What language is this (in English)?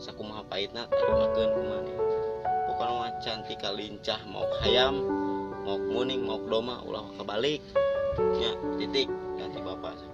Sundanese